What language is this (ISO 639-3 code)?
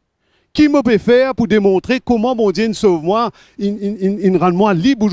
mfe